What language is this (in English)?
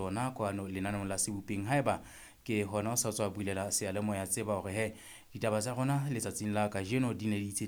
Southern Sotho